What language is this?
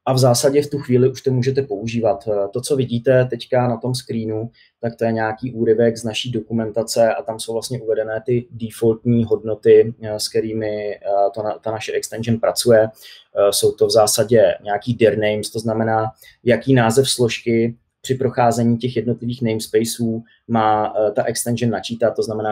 Czech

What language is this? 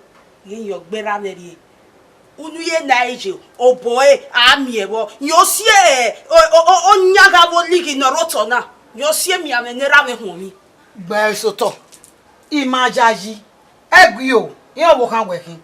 Bini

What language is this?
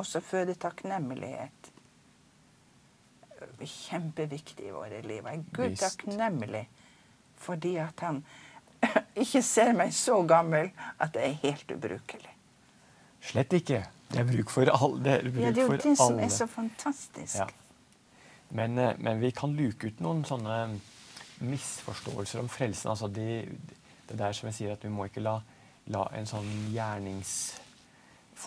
Norwegian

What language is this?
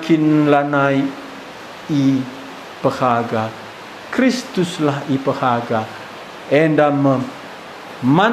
Batak Karo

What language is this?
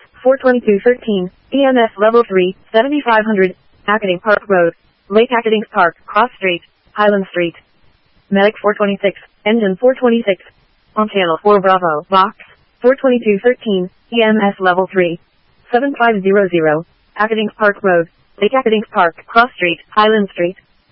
English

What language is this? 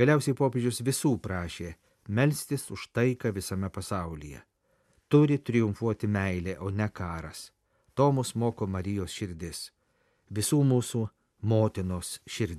Lithuanian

